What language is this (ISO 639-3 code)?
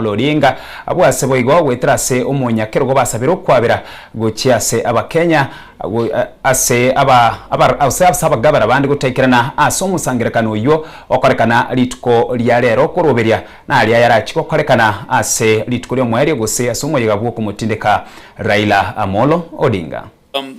guz